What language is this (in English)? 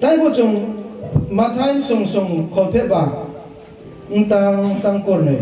Riang (India)